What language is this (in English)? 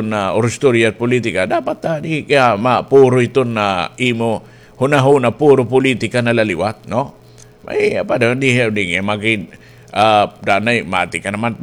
Waray